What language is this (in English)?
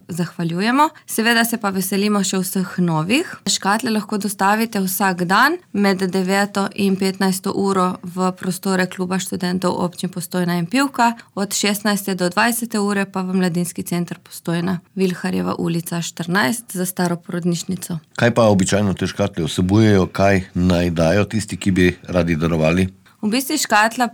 Slovenian